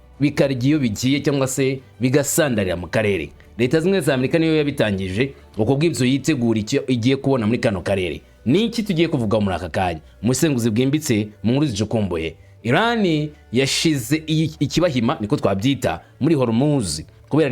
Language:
Kinyarwanda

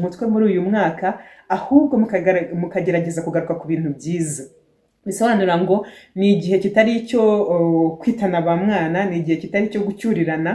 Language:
Kinyarwanda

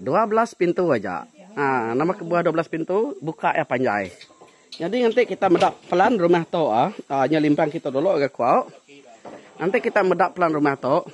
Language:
Iban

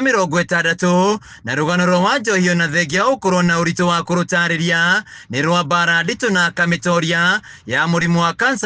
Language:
Kikuyu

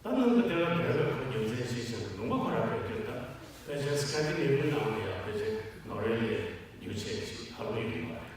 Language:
Tibetan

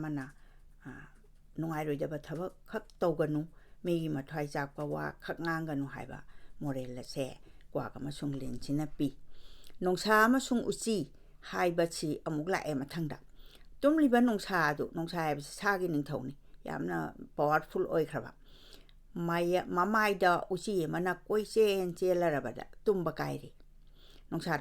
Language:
Manipuri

